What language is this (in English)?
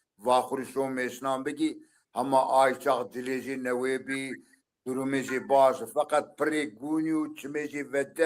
Zaza